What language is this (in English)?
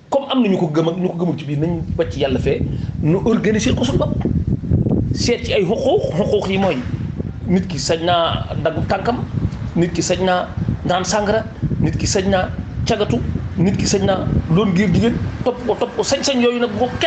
Wolof